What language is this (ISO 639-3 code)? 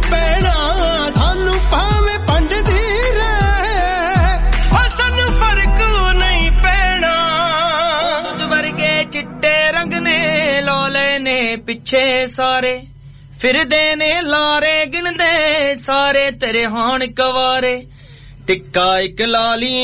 pan